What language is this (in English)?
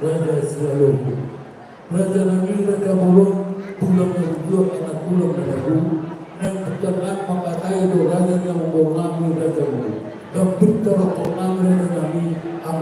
Batak Toba